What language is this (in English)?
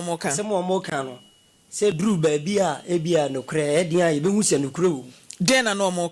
Akan